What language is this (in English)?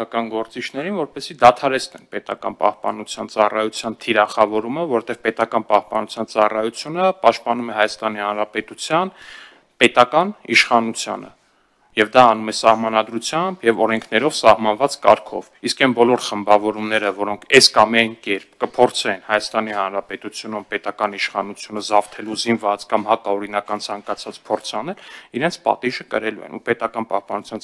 Armenian